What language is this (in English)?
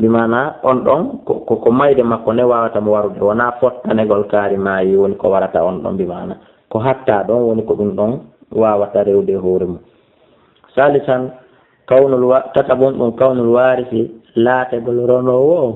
Fula